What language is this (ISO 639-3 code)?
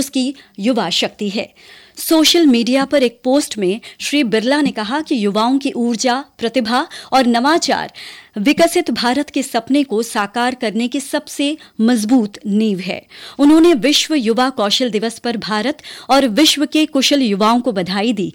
hin